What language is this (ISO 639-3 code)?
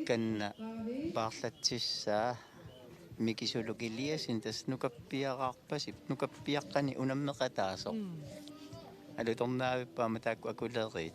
kal